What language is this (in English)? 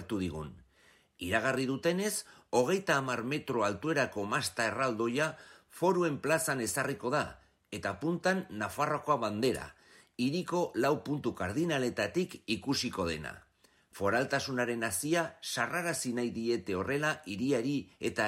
Basque